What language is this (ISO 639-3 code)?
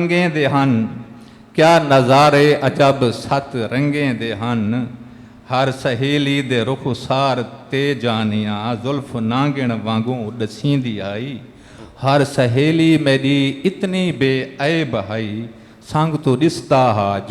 skr